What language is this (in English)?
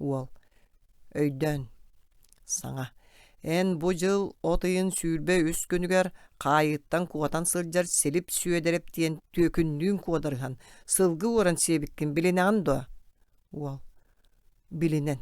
Yakut